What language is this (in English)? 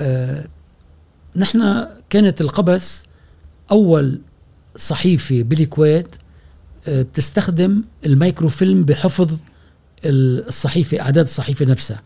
Gulf Arabic